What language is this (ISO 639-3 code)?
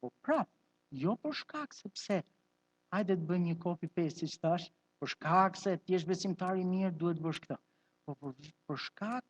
sqi